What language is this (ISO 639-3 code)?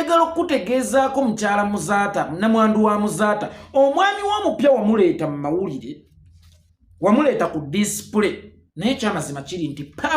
lug